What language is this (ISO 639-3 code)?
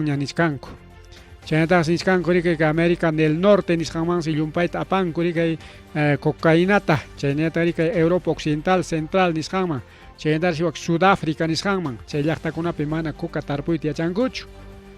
quy